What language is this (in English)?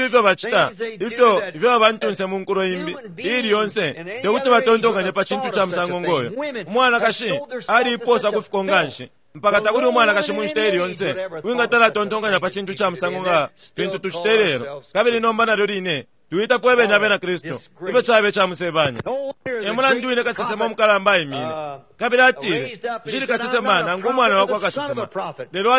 Bemba